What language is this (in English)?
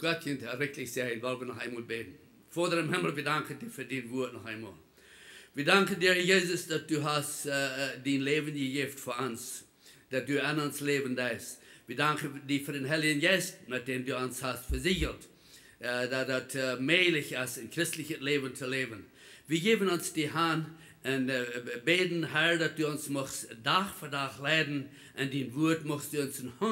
Plautdietsch